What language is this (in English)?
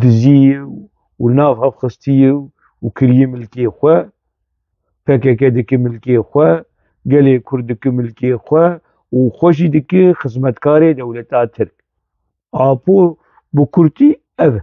Kurdish